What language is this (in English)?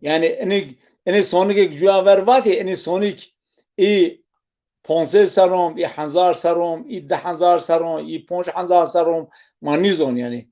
Zaza